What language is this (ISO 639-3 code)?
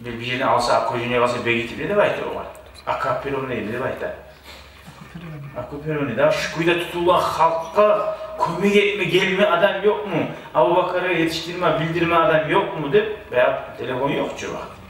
kum